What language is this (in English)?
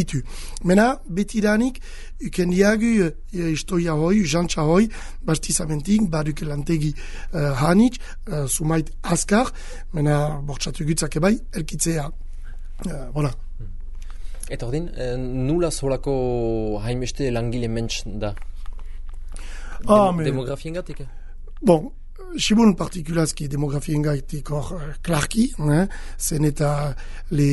Basque